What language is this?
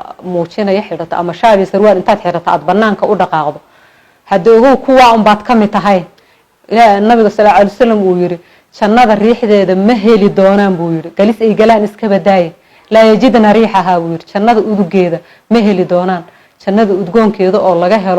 Somali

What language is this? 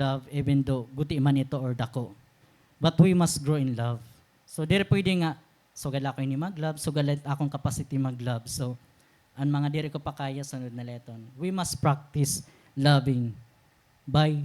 Waray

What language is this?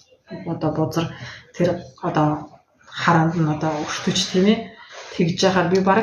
Mongolian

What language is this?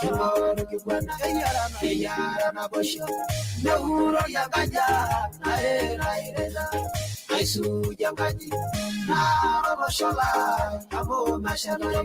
Masai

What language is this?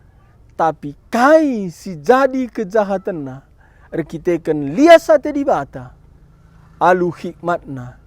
Batak Karo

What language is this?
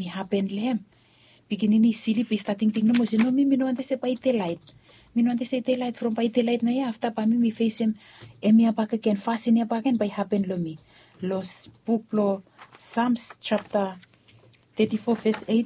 Bislama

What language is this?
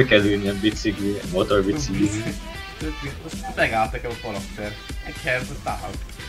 Hungarian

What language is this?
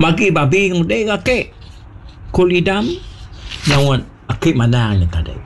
Iban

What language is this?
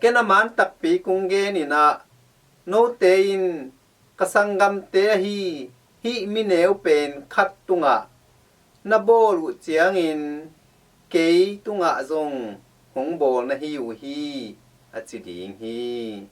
Tedim Chin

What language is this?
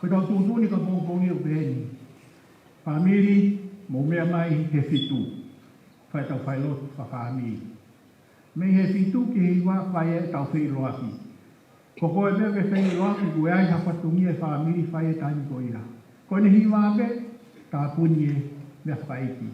Tongan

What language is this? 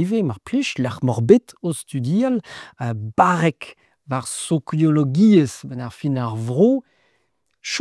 Breton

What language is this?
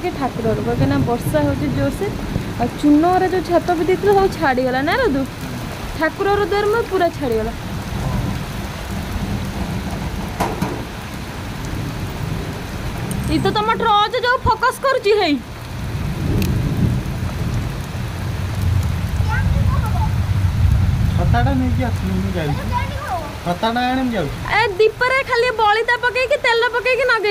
Odia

